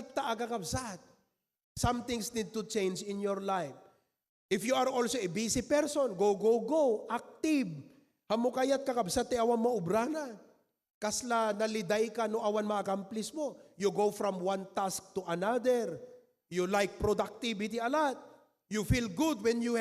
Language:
Iloko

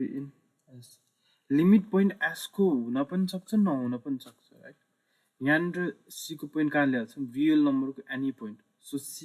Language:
Nepali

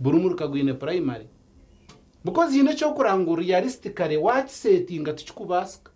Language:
Nyankole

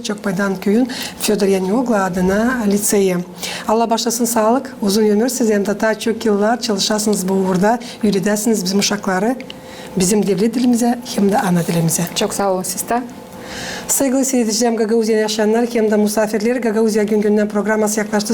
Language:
Gagauz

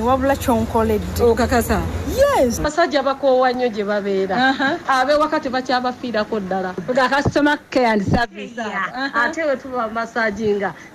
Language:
Ganda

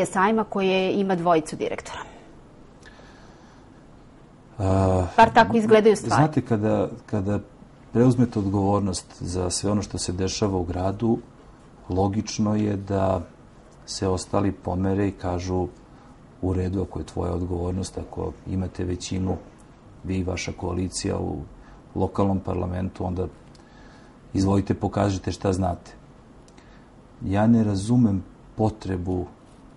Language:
Serbian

